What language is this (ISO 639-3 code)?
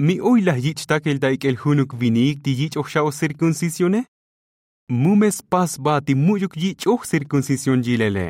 tzo